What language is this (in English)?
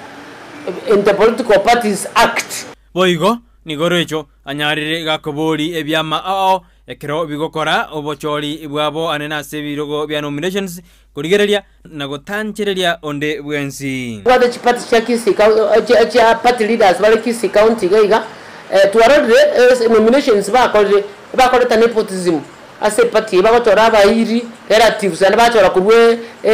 Gusii